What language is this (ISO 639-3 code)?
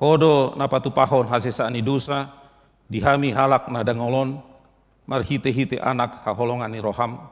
bbc